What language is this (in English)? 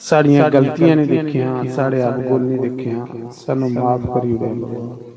Dogri